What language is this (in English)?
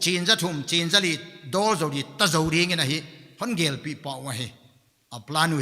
Paite Chin